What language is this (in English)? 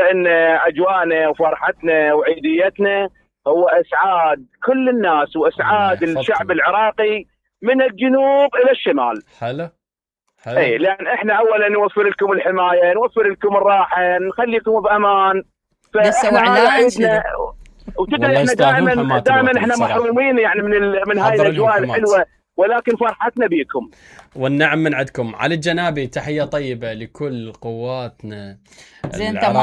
Mesopotamian Arabic